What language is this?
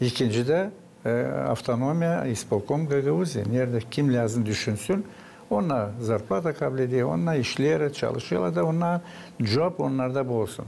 Gagauz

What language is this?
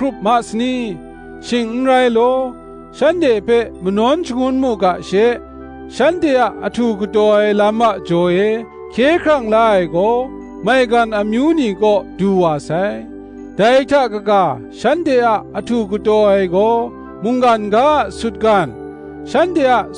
Kachin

